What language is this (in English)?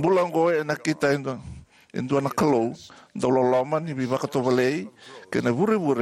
Fijian